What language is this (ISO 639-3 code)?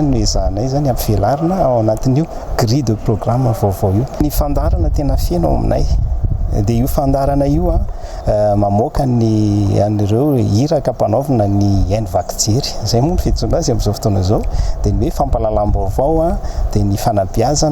mlg